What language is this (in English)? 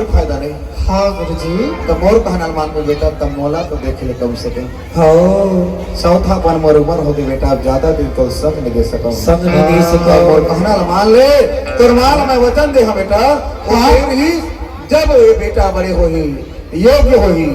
Chhattisgarhi